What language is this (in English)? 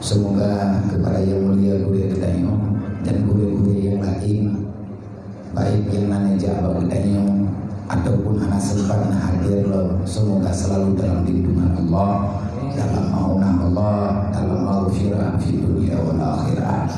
Achinese